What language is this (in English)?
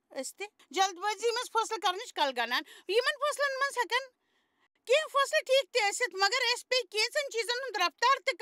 Kashmiri